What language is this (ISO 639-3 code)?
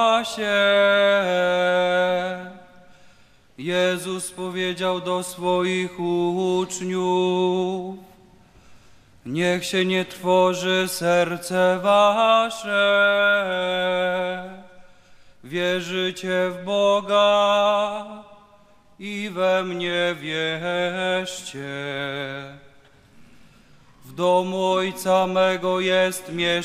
pol